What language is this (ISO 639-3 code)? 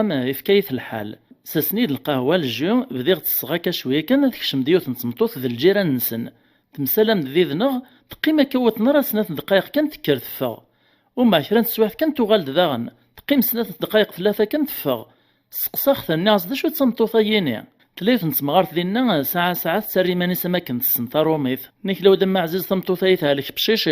kab